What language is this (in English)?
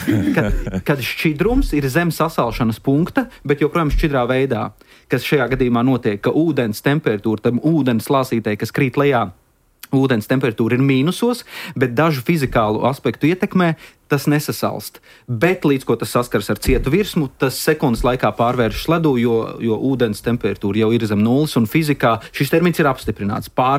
Latvian